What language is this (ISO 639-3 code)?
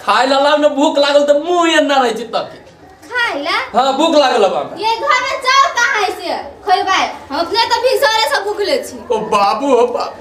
mai